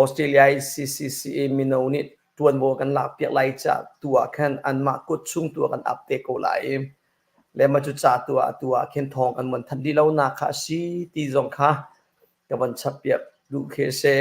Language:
Hakha Chin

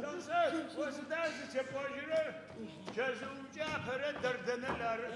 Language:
Adyghe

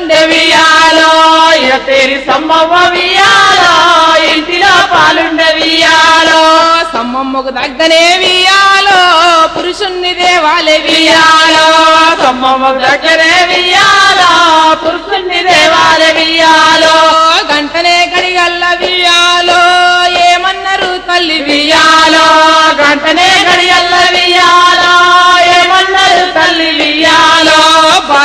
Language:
Telugu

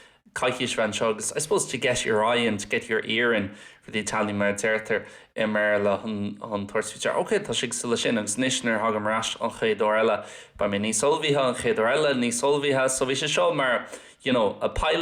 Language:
Irish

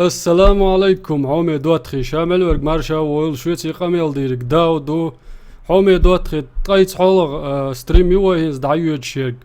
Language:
Chechen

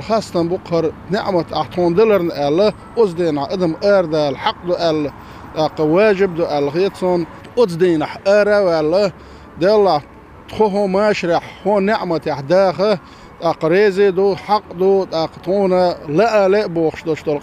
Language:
Chechen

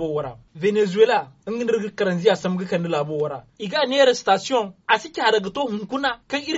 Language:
Zarma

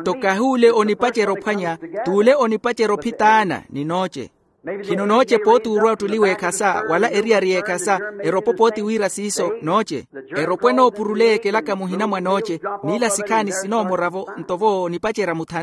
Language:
Makhuwa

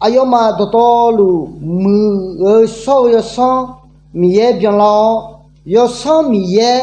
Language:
Akha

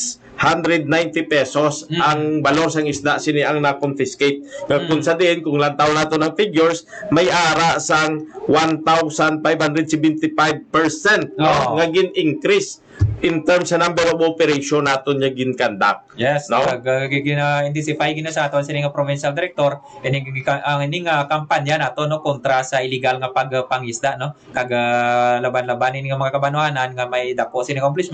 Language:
Hiligaynon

